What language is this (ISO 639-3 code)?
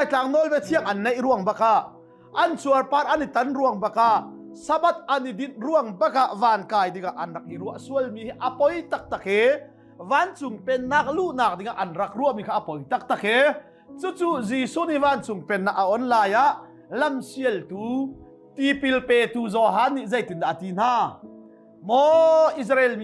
cnh